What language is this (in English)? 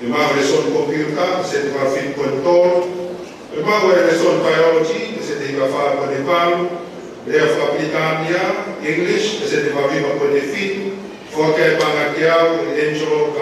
Tongan